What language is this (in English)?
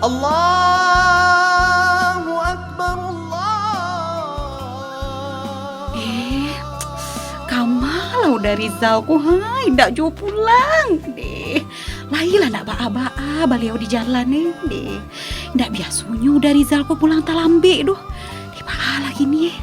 Minangkabau